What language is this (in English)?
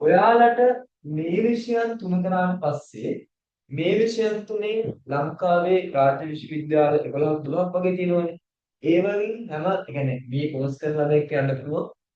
Sinhala